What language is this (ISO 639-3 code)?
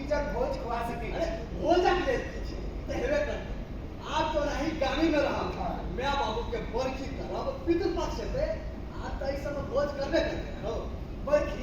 mai